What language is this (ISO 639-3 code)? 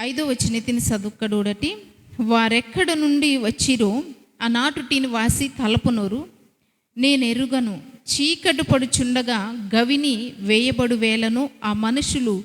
kff